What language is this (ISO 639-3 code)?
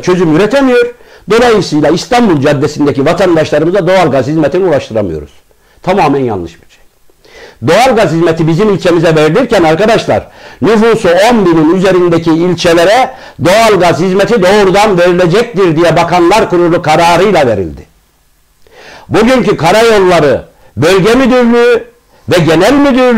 tur